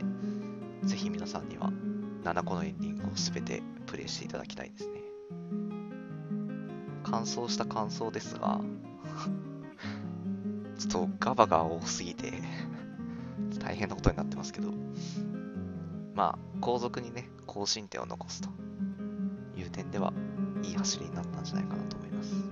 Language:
Japanese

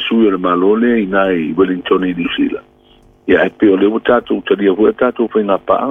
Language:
Samoan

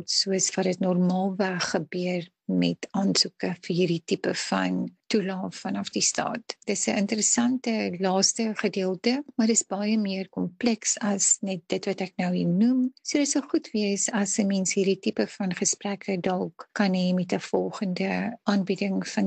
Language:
Afrikaans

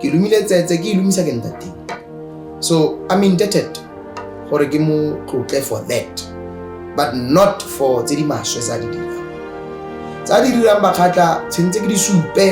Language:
Tswana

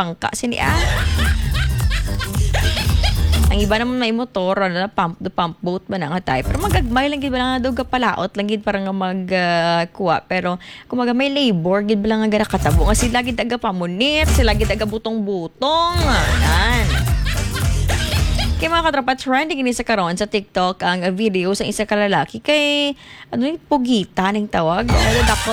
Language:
Hiligaynon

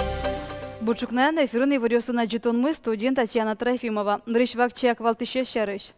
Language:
Udmurt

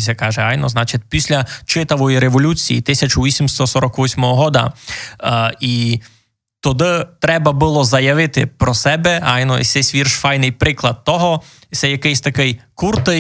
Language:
Rusyn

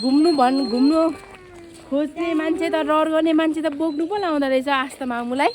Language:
Nepali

